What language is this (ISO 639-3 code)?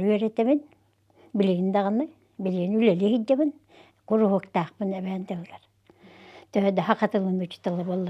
sah